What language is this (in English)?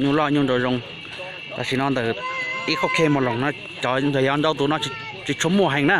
Hmong